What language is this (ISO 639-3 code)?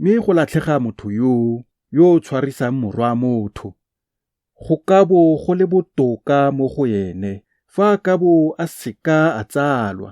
tsn